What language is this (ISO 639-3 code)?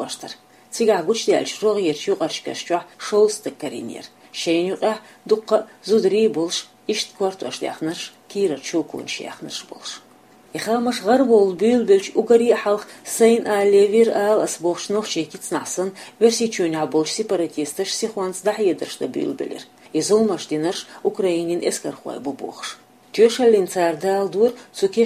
che